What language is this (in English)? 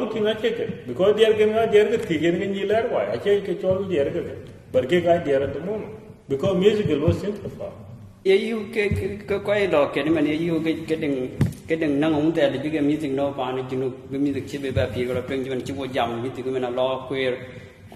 Dinka